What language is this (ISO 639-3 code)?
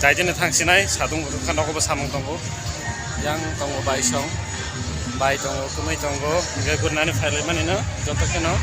trp